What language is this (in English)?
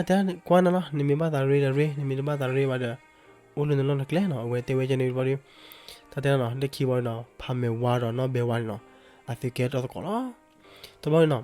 S'gaw Karen